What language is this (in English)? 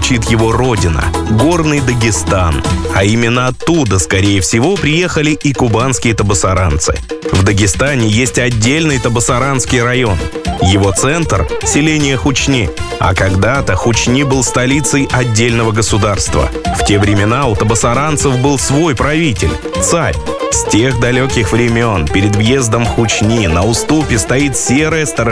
Russian